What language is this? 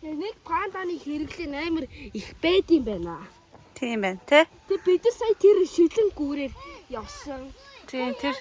Mongolian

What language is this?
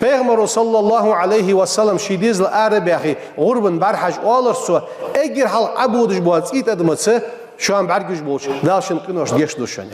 Ingush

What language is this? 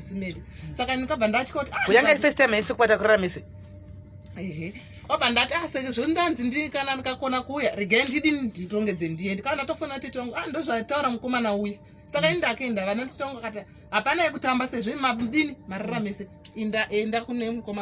Shona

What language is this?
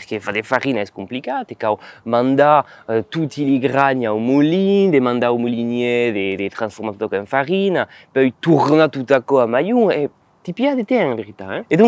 Occitan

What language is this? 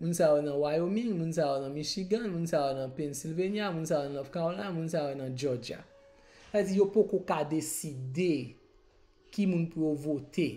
Haitian Creole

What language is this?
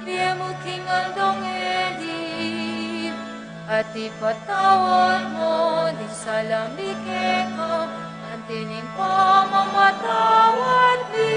Pampanga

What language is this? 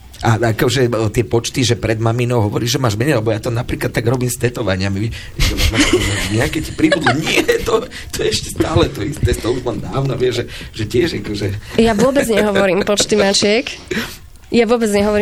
Slovak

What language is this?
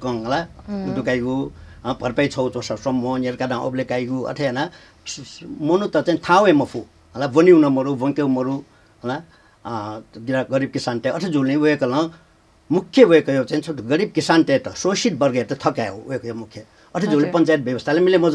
Newari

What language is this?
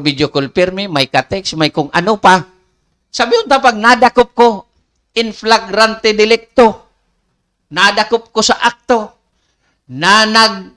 Bikol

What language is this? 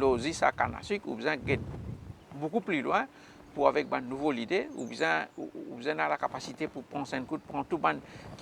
Morisyen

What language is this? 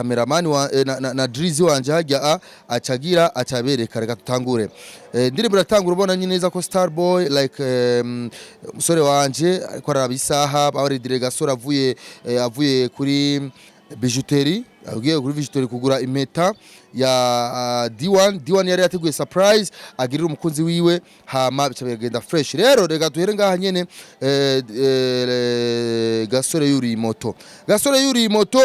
Rundi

